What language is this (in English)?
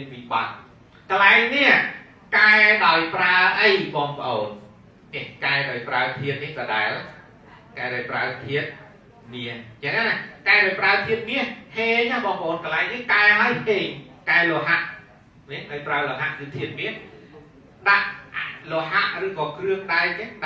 Khmer